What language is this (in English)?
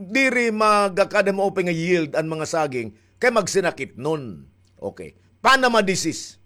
Waray